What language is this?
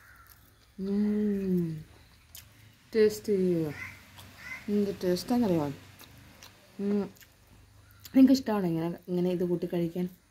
Malayalam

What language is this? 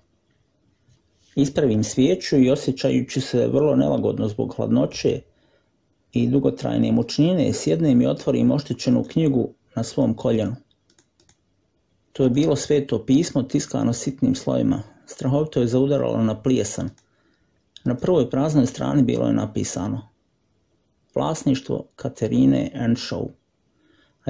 Croatian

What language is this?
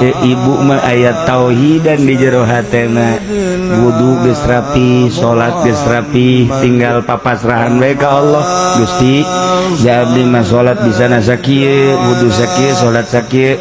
Sundanese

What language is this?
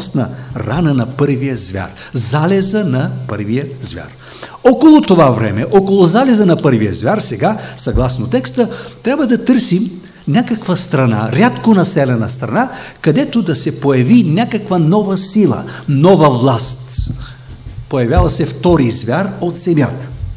Bulgarian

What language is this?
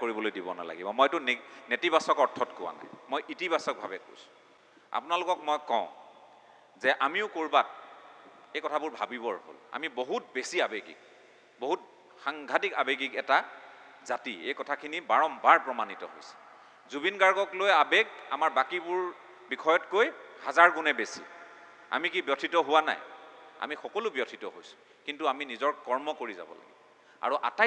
Assamese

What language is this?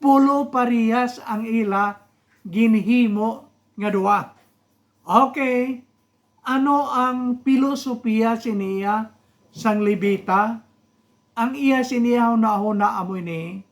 Hiligaynon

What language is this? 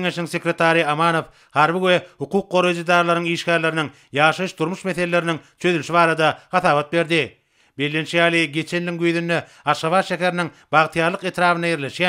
Turkmen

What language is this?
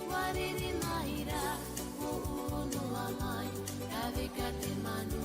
Tahitian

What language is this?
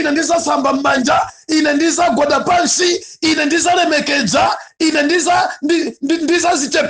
Nyanja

